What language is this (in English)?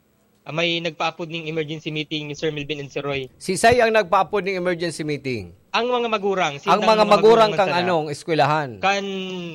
Bikol